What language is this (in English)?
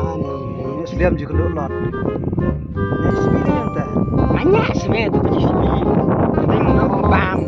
Khasi